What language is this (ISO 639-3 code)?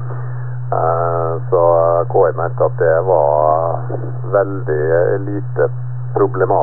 nor